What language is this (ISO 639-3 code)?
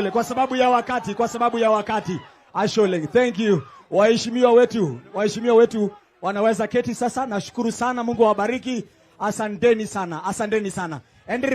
mas